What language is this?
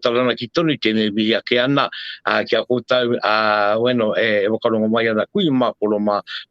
Māori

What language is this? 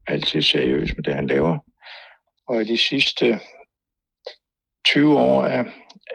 Danish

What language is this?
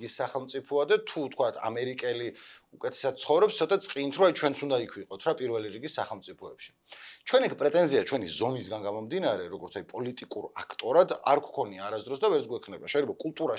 Georgian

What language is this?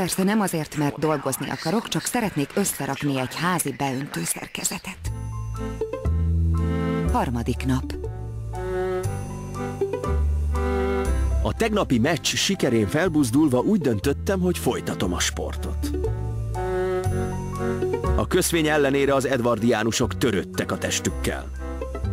Hungarian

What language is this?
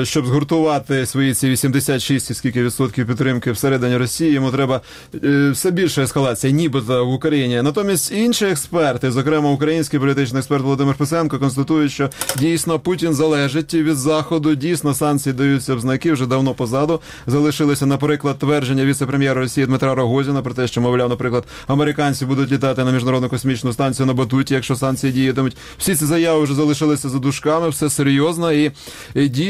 Ukrainian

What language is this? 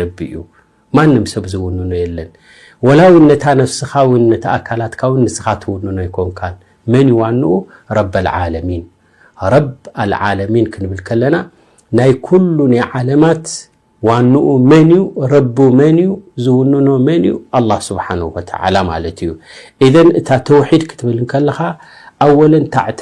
Tigrinya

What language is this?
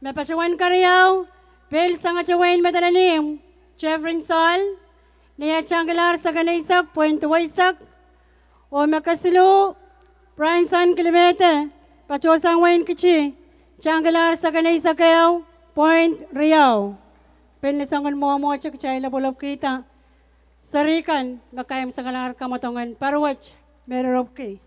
Pohnpeian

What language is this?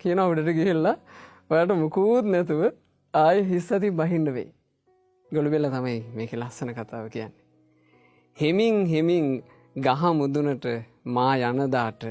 Sinhala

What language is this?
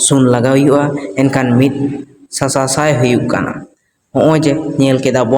Santali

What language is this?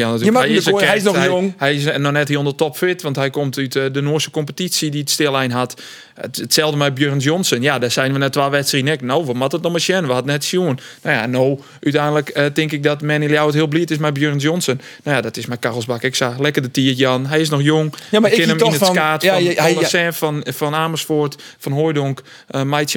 Western Frisian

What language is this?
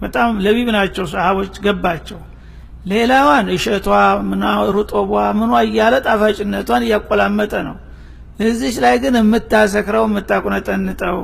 Amharic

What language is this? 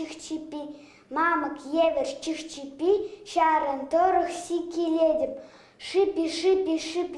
Chuvash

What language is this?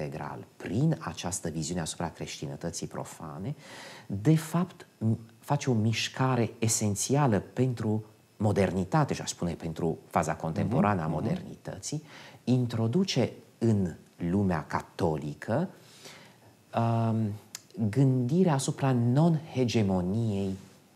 Romanian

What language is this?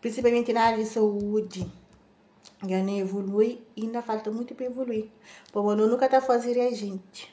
Kabuverdianu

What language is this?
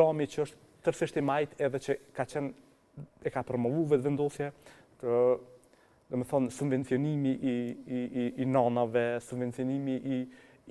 Albanian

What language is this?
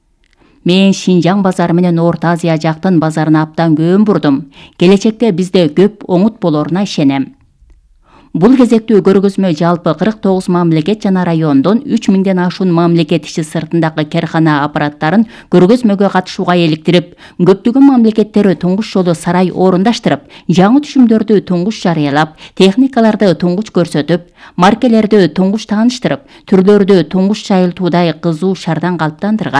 Kyrgyz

